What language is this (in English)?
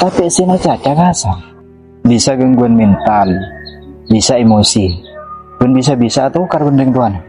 Madurese